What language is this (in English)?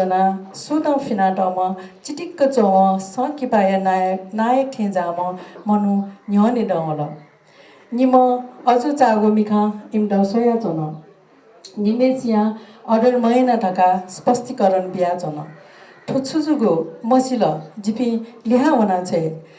Newari